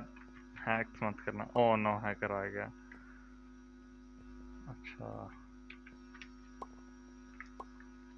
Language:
Hindi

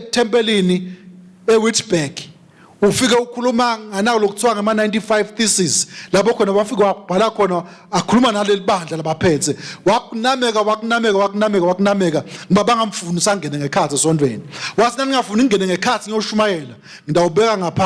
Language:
Swati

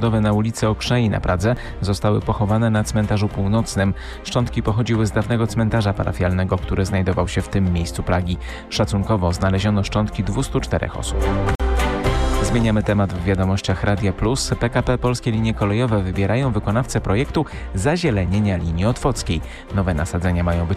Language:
Polish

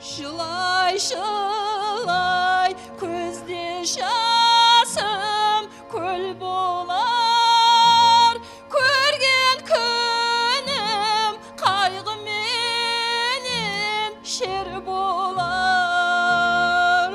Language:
Kara-Kalpak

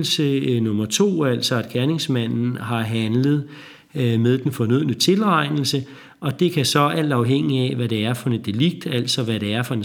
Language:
Danish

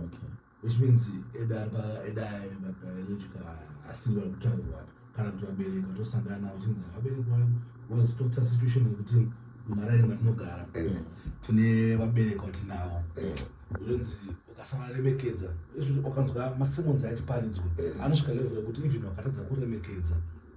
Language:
Shona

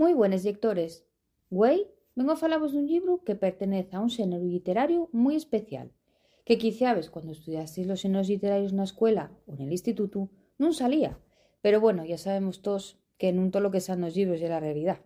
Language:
Asturian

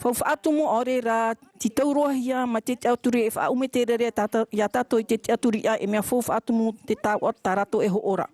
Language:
Tahitian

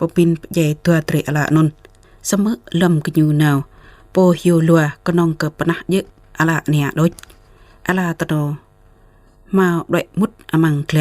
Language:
Jarai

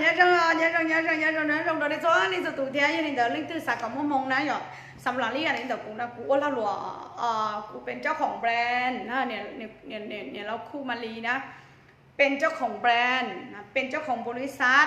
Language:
Hmong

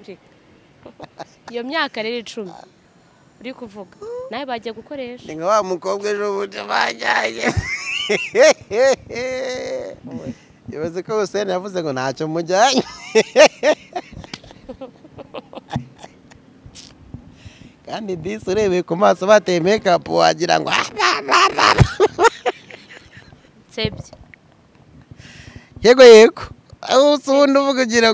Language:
Kinyarwanda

